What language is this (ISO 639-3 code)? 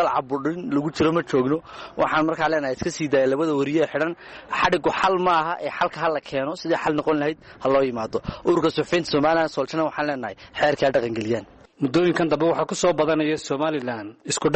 som